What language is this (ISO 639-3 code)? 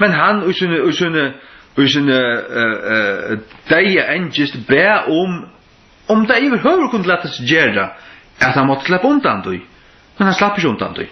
fao